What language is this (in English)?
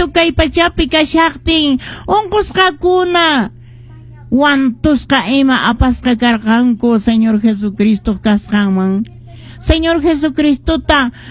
Quechua